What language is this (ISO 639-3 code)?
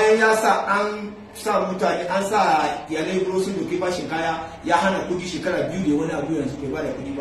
hau